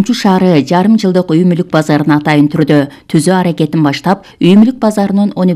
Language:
Kyrgyz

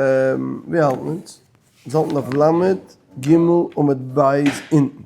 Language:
Yiddish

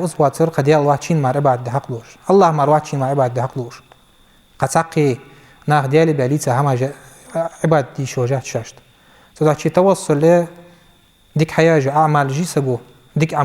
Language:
Ingush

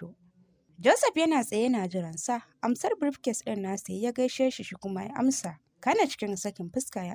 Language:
Hausa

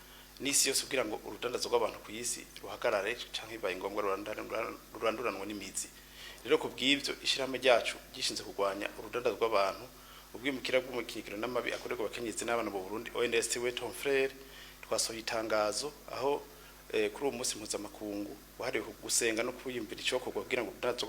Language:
Rundi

